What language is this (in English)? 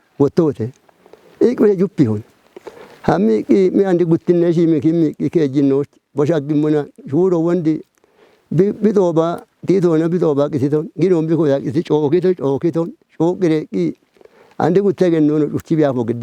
Kafa